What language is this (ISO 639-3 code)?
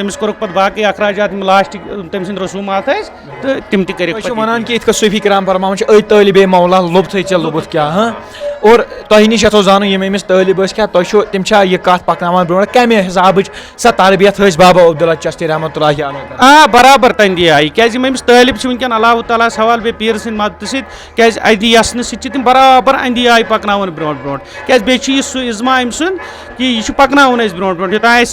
kas